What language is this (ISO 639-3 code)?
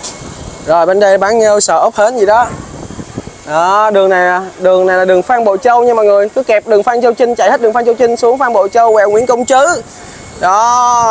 vie